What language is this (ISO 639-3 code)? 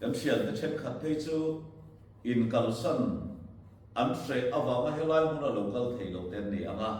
lus